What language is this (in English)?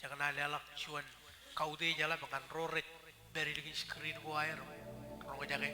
Marshallese